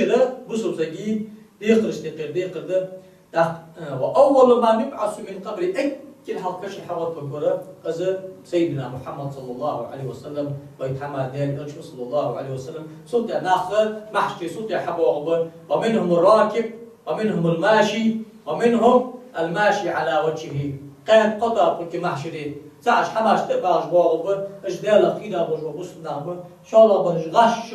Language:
Ingush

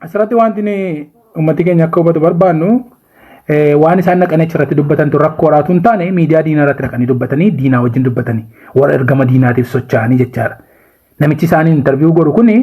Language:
Oromo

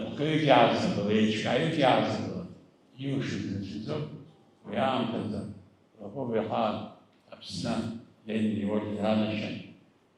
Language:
Abkhazian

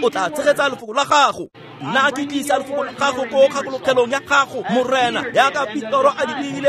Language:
Tswana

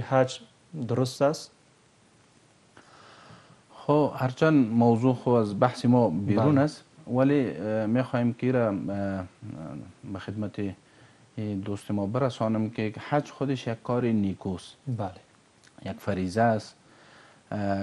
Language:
Persian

